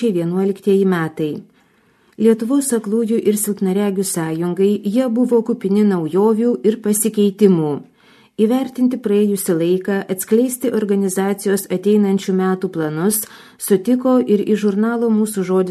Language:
Lithuanian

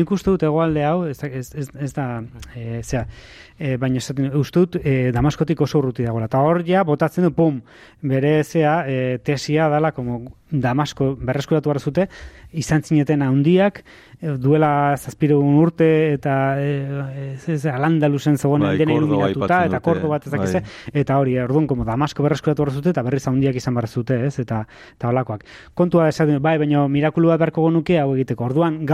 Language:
Basque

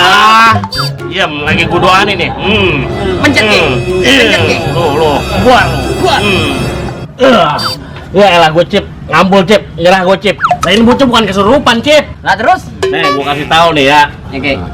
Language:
Betawi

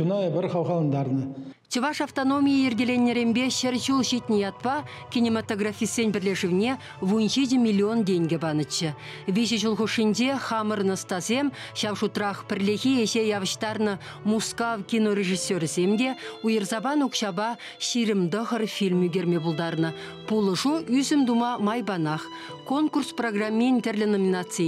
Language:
Chuvash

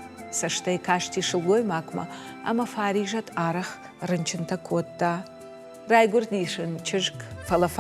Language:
Ossetic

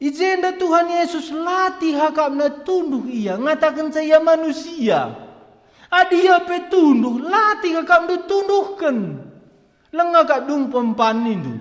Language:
Batak Karo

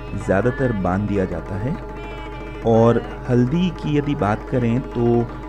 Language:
Hindi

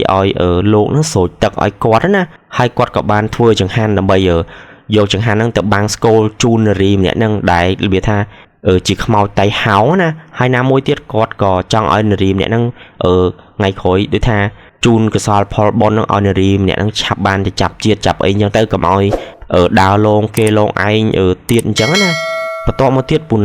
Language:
Khmer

